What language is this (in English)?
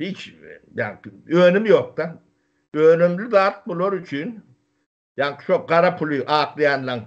Turkmen